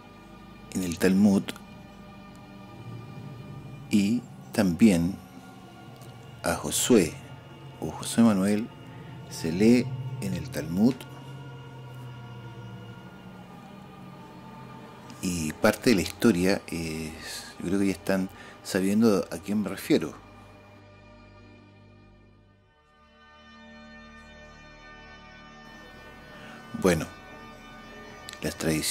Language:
Spanish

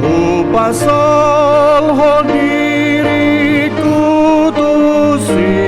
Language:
Batak Toba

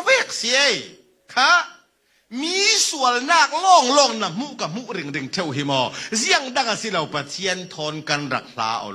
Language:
Falam Chin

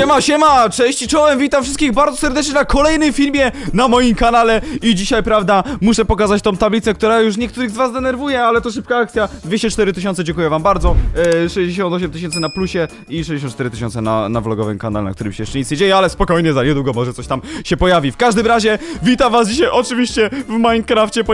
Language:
Polish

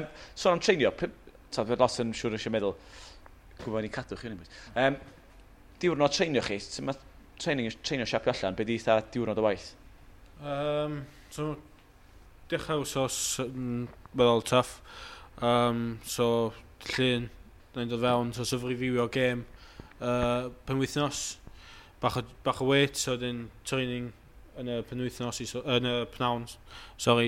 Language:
Welsh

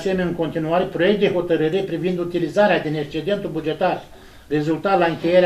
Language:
Romanian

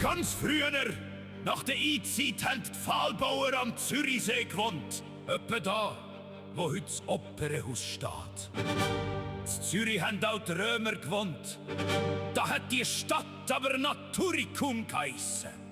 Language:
Swiss German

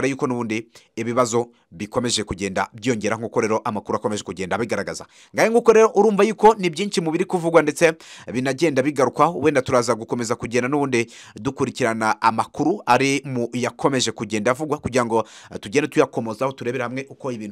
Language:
Kinyarwanda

